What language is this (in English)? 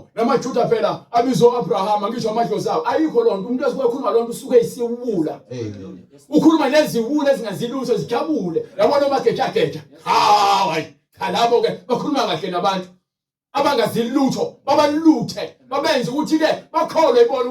Zulu